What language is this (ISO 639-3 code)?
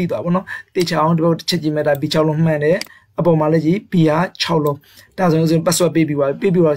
mya